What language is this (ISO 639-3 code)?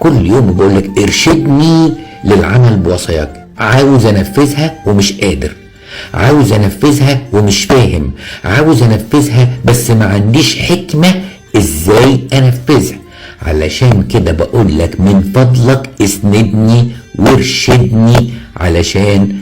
arz